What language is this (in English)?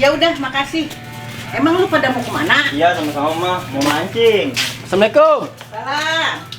Betawi